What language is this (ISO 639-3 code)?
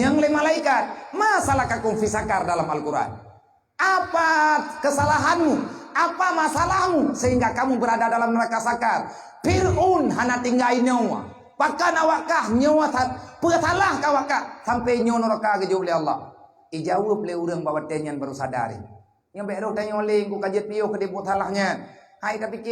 ace